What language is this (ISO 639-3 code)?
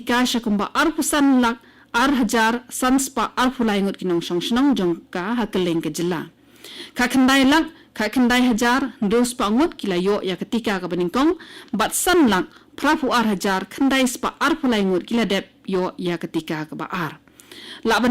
kha